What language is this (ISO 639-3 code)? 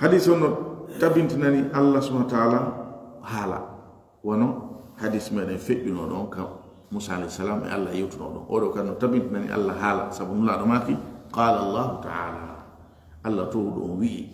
ful